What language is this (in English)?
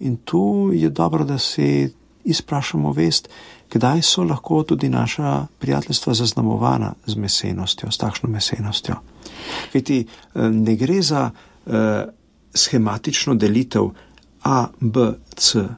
Slovenian